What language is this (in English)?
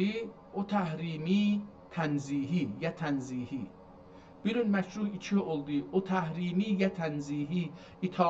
South Azerbaijani